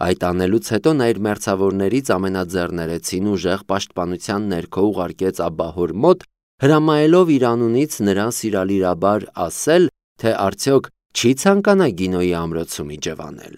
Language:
Armenian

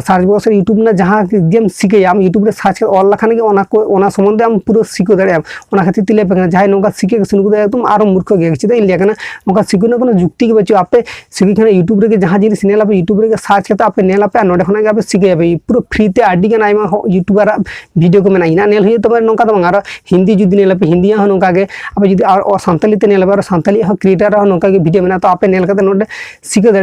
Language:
Santali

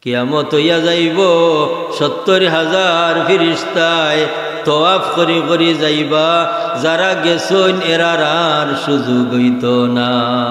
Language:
Sylheti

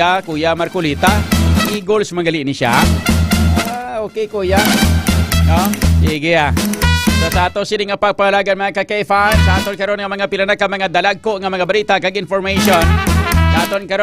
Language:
Hiligaynon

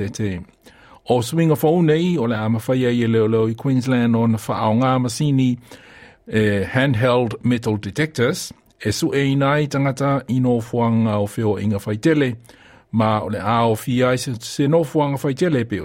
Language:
Samoan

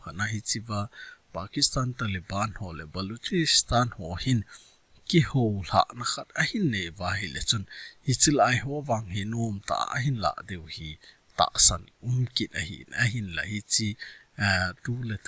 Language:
Thado Chin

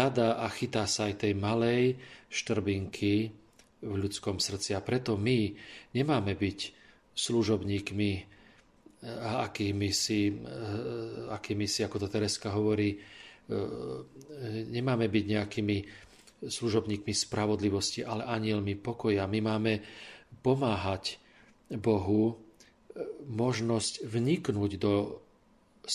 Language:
Slovak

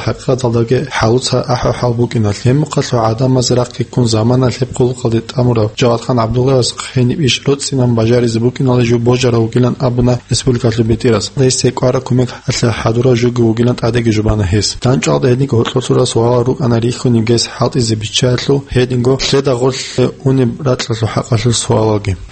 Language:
Avaric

